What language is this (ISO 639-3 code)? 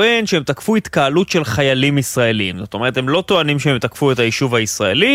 heb